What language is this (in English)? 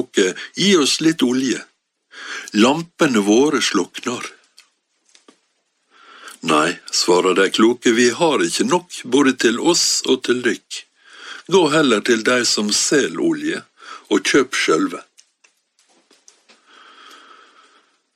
Norwegian